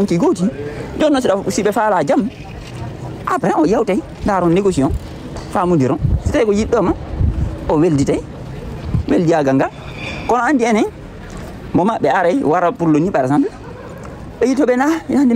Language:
Fula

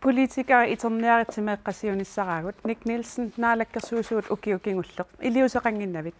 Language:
Kalaallisut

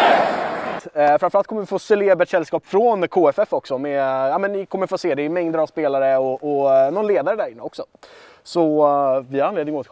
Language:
Swedish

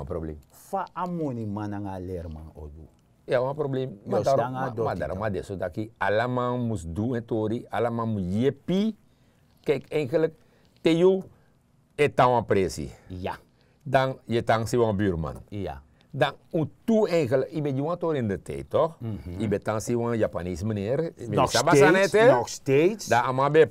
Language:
Sranan Tongo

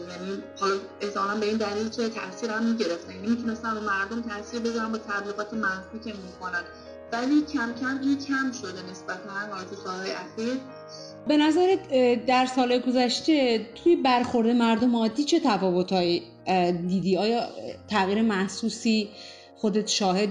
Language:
Persian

